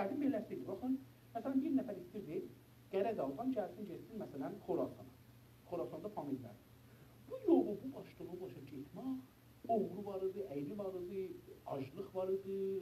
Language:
South Azerbaijani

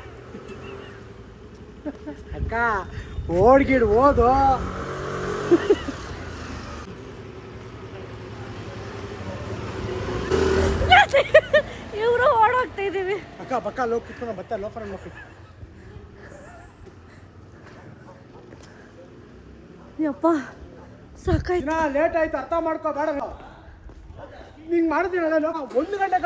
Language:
Kannada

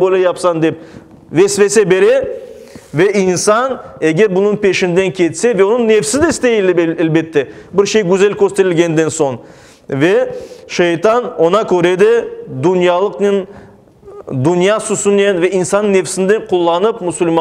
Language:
Crimean Tatar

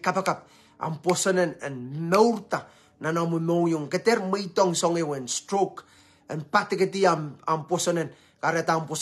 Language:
Pohnpeian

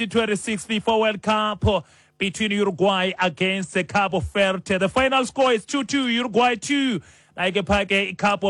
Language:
Xhosa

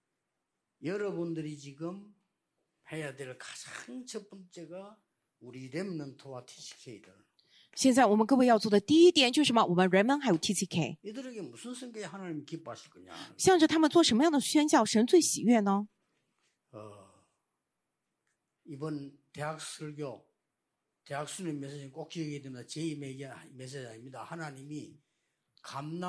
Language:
Korean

